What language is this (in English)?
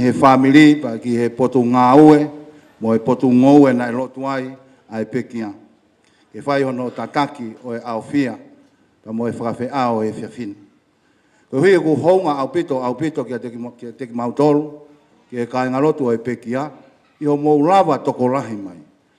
Tongan